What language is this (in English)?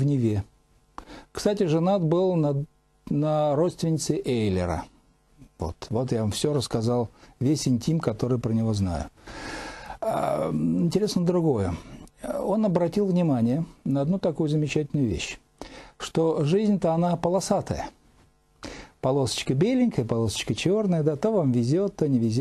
Russian